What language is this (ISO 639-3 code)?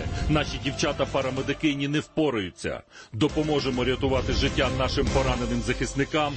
ukr